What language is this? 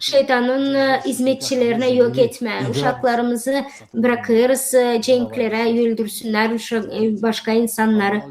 Gagauz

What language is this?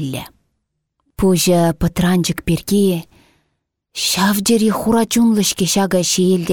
Chuvash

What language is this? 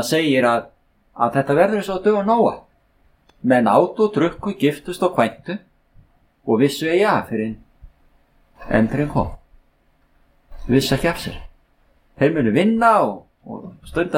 Icelandic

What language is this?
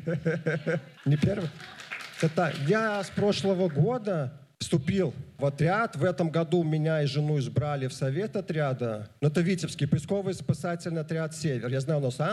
Russian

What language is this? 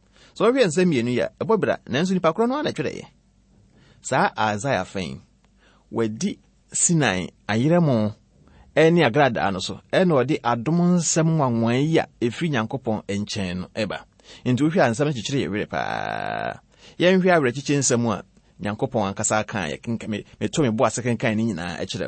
Akan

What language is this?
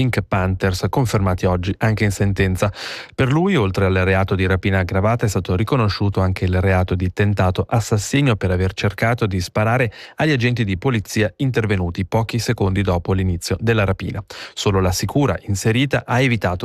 Italian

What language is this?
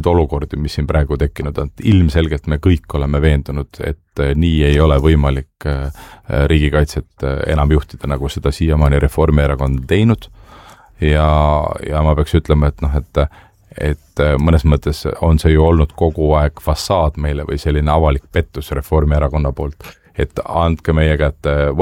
Estonian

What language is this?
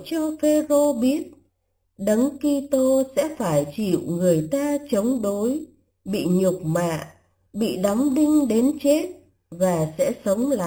Vietnamese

